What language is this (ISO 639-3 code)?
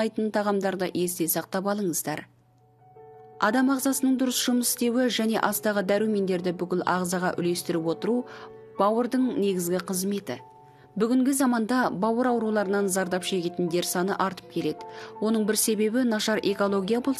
kaz